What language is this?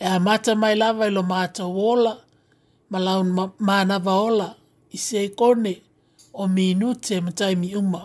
Samoan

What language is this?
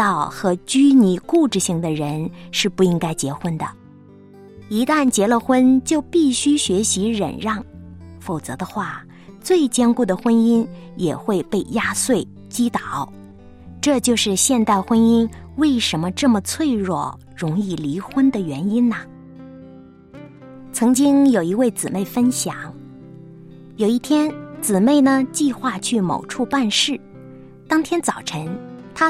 Chinese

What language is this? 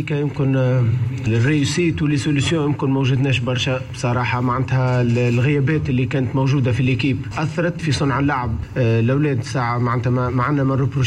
Tunisian Arabic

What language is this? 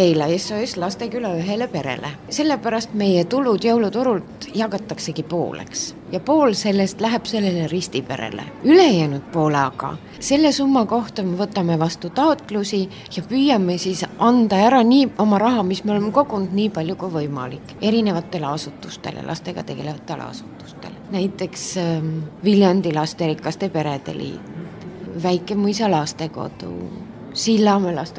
Estonian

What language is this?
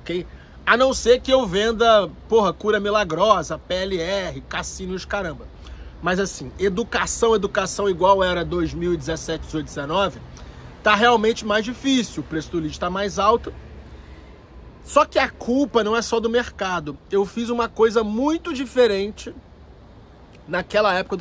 Portuguese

